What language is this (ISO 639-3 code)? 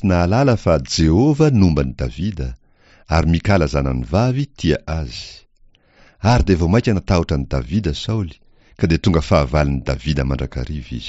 mlg